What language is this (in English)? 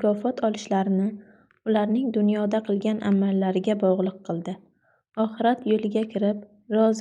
Uzbek